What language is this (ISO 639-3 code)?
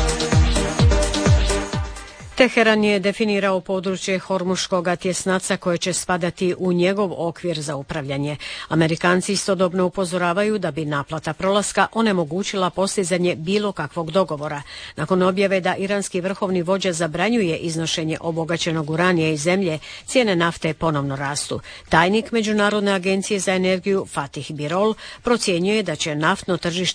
hrv